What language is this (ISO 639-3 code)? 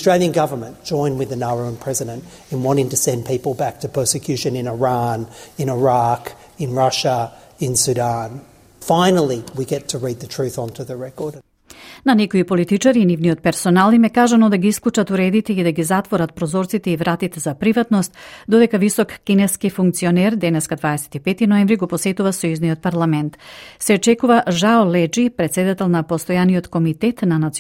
mkd